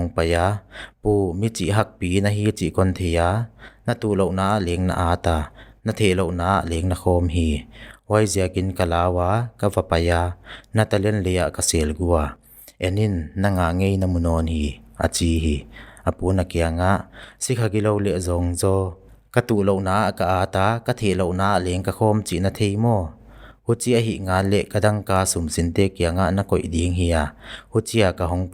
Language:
Paite Chin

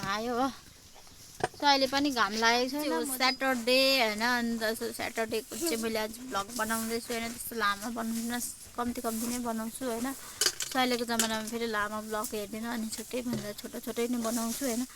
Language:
Nepali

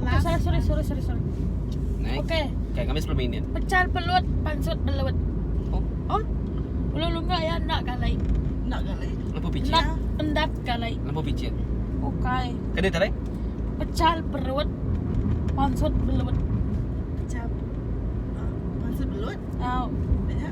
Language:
Iban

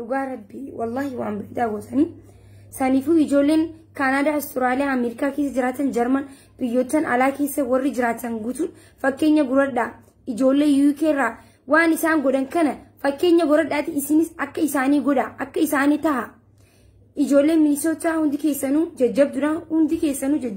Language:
Oromo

